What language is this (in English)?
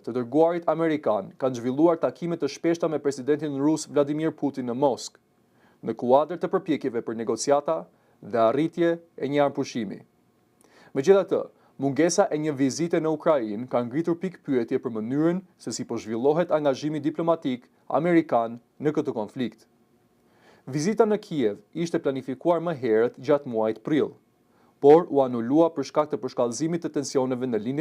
Albanian